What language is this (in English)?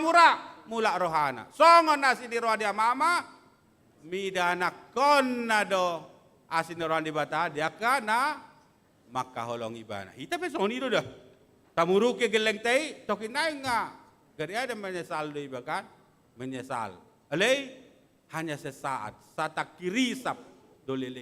Batak Toba